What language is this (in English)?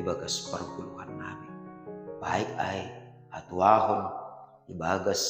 Batak Simalungun